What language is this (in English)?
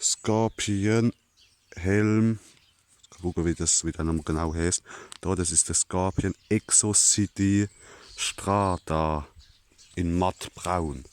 Palatine German